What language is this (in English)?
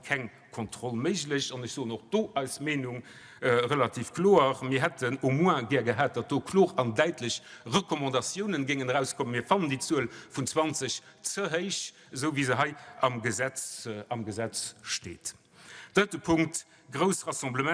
Luxembourgish